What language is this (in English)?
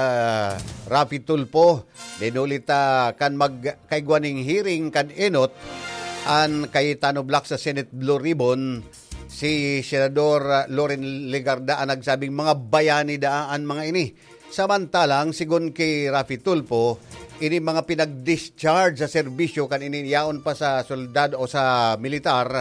Bikol